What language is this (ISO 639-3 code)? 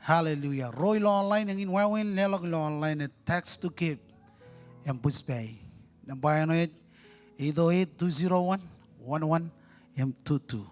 mah